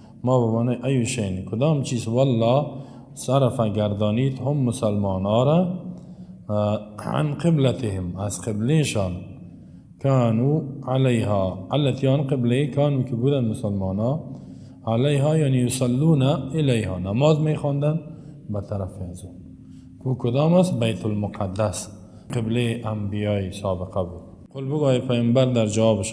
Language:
Tajik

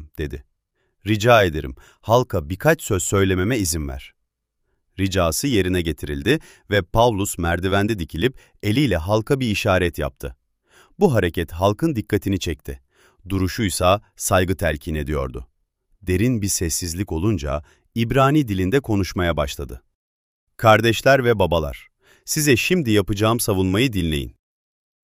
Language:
Turkish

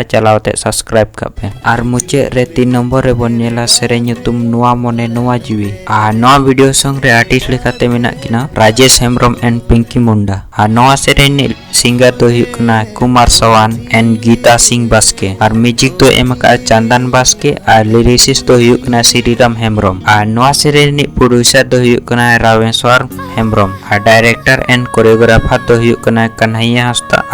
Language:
Santali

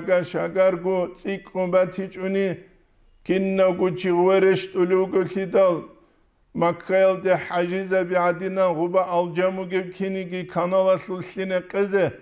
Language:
Avaric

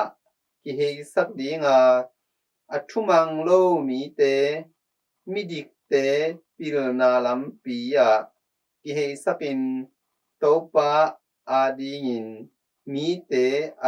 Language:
Tedim Chin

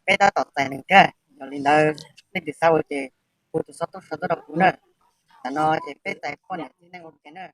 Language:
Hmong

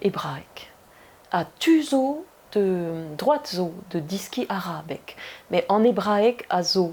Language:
Breton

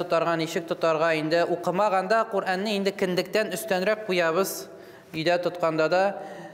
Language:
Tatar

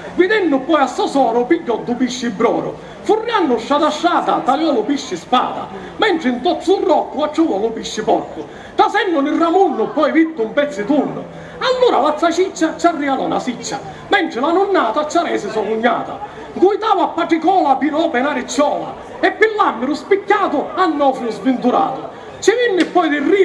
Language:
Sicilian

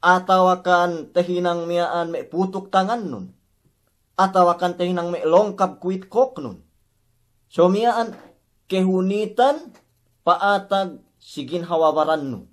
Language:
Yakan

